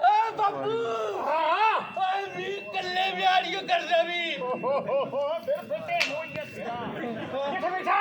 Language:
Dogri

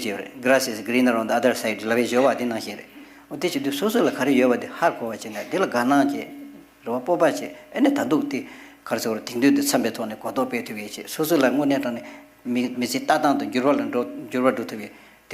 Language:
Tibetan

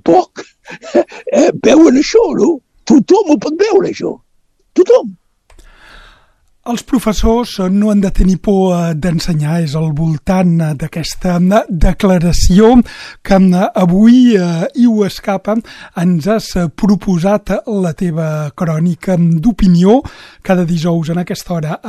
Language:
Catalan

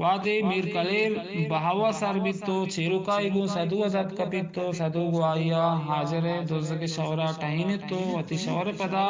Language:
Eastern Balochi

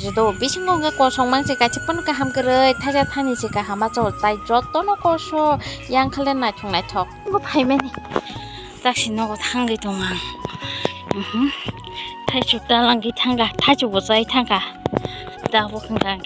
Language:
Kok Borok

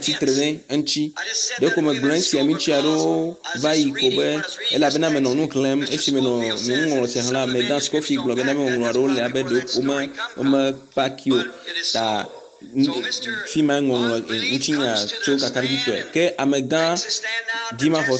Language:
Ewe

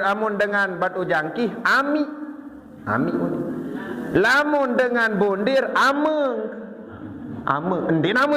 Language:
Sasak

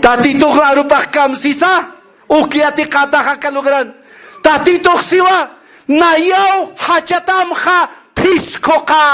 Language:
Aymara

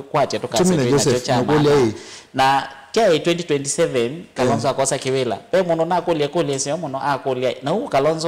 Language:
Kamba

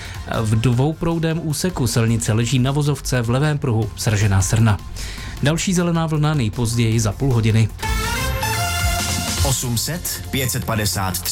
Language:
Czech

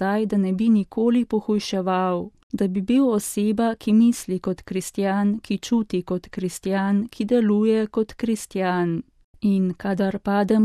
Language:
Slovenian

